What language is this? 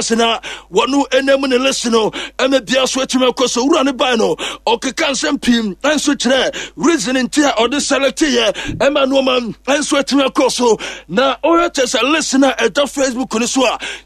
Akan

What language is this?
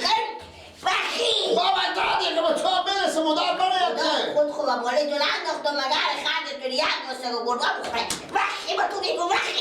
Persian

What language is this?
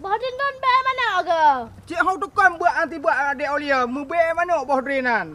Achinese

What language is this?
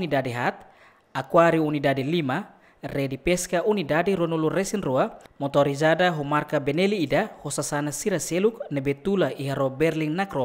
Tetum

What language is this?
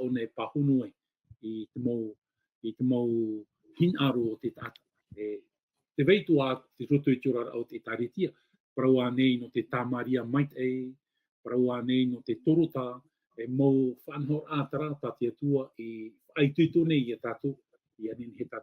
Tahitian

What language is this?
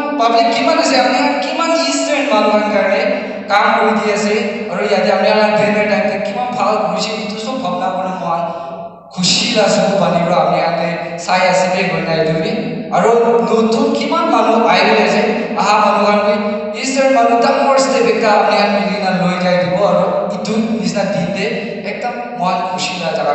Naga Pidgin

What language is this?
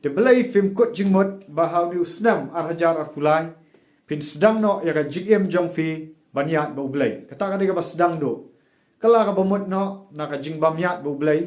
Khasi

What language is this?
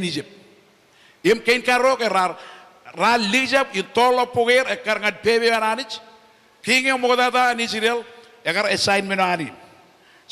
Marshallese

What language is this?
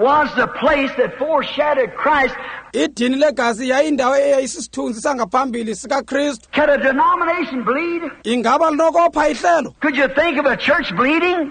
Xhosa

